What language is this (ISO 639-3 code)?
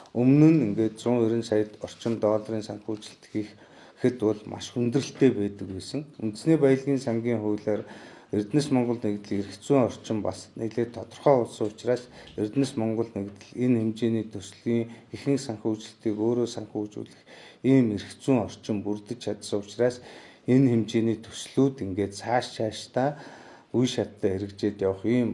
mon